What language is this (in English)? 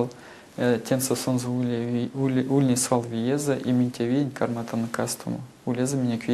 Erzya